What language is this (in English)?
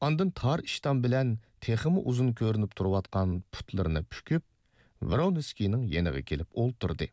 Uyghur